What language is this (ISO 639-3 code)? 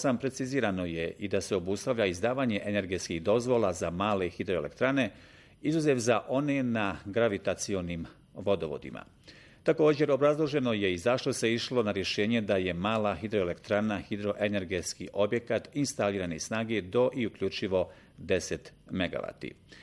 bos